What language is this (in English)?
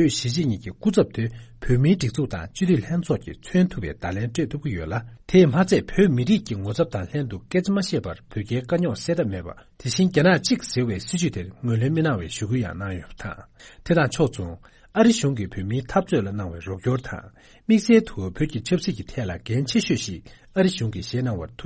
Tibetan